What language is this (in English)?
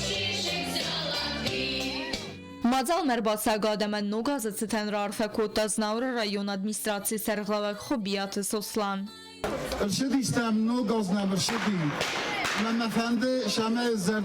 Ossetic